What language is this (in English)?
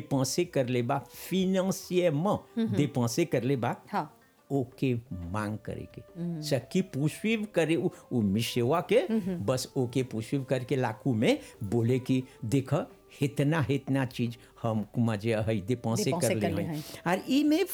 Bhojpuri